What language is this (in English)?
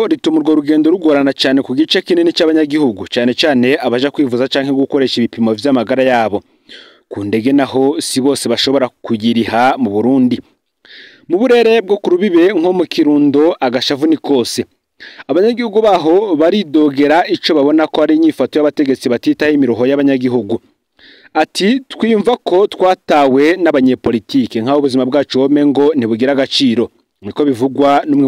Rundi